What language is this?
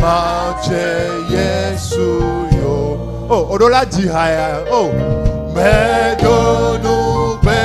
Ewe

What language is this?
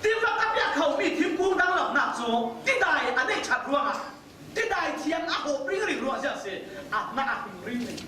Falam Chin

